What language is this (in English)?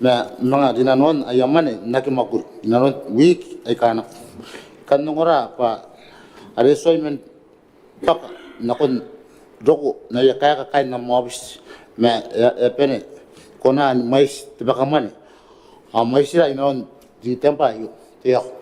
Gilbertese